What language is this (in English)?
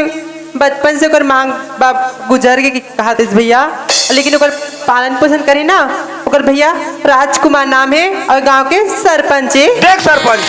Chhattisgarhi